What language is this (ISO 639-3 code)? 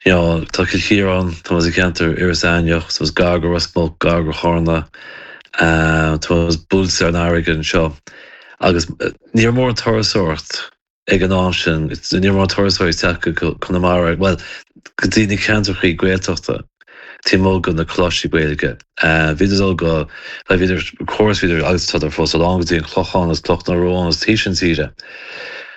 gle